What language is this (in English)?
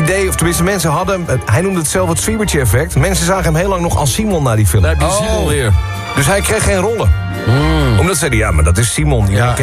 Dutch